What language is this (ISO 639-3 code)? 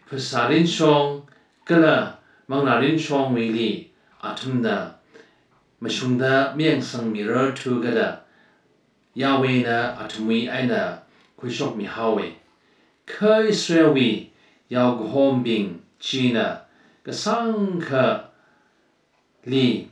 nmf